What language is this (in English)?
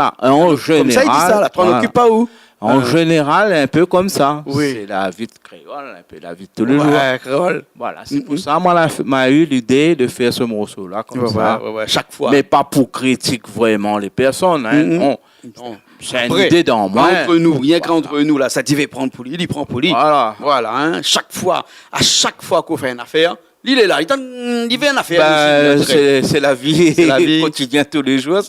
Réunion Creole French